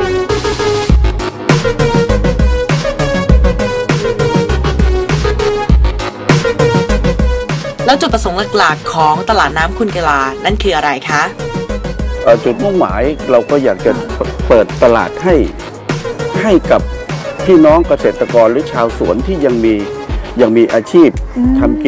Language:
Thai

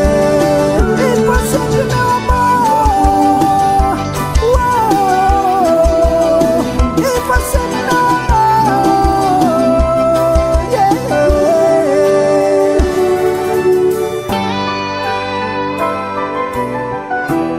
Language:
Portuguese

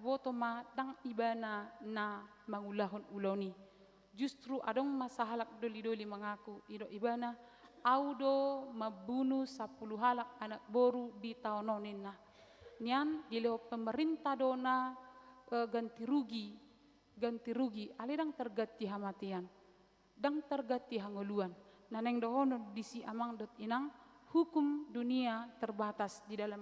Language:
Batak Toba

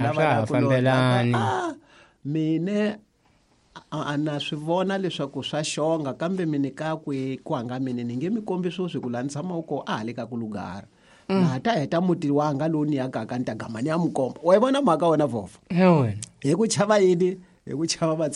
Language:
Tsonga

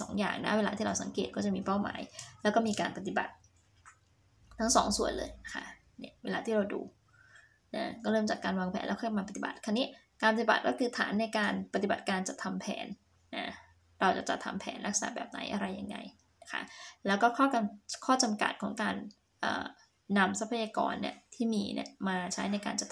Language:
Thai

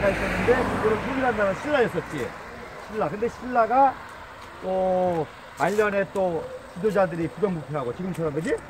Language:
Korean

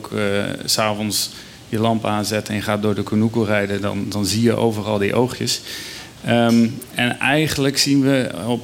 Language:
Dutch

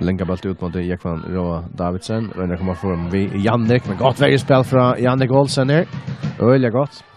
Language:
Faroese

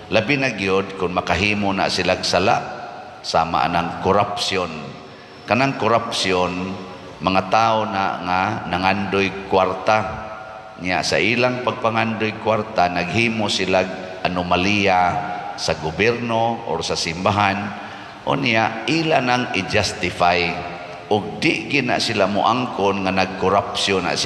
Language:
Cebuano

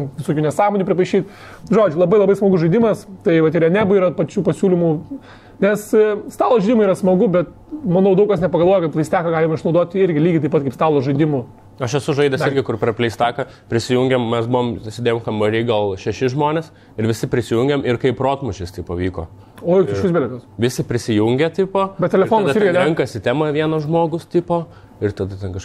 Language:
Lithuanian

